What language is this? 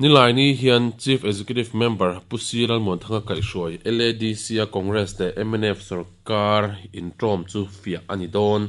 Mizo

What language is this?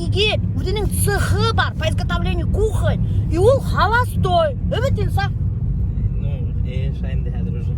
Bashkir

